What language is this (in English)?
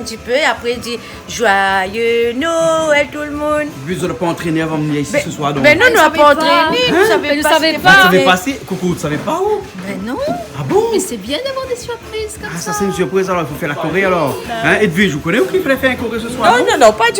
Réunion Creole French